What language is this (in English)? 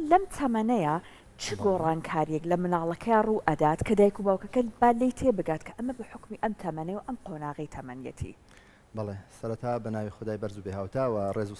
Central Kurdish